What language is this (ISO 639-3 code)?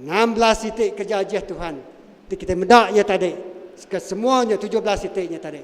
iba